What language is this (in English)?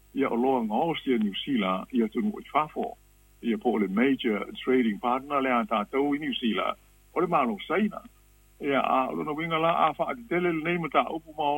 Samoan